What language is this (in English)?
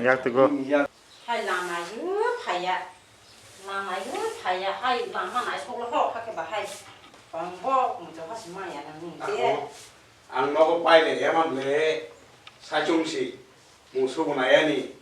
Kok Borok